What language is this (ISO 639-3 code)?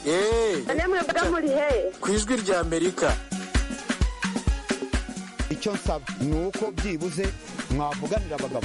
kin